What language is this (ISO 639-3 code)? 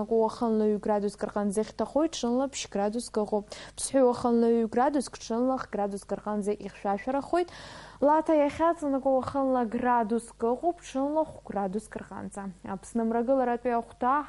abk